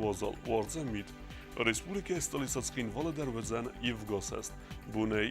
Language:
Ossetic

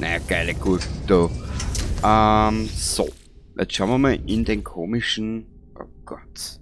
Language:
Bavarian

